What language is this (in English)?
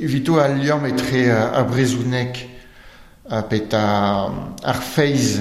Breton